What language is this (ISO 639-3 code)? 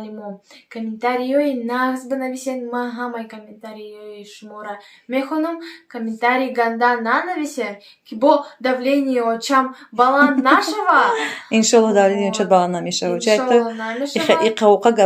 tgk